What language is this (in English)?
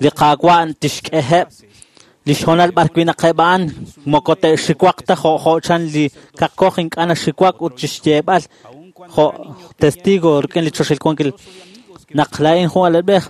Kekchí